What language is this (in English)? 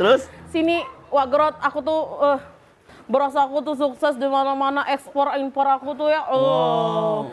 Musi